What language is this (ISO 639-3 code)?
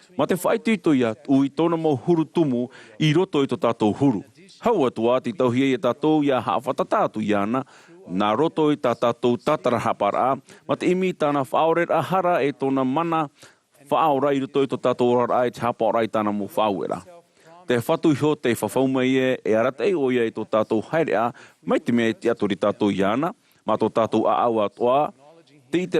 tah